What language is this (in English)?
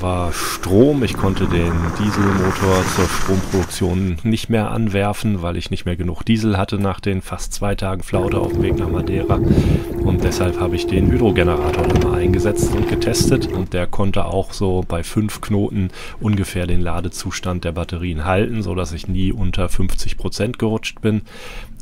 German